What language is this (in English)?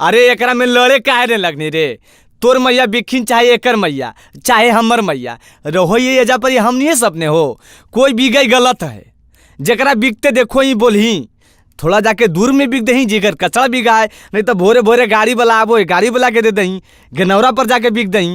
Magahi